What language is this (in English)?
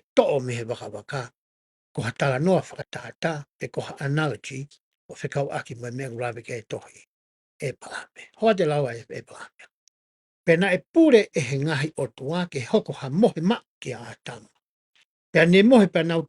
Tongan